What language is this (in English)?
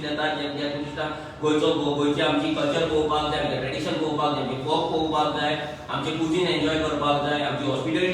Konkani